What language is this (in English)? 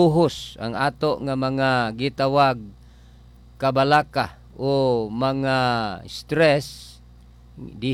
Cebuano